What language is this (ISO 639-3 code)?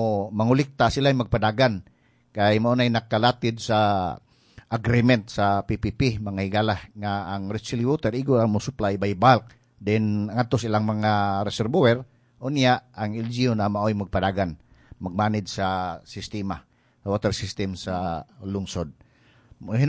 ceb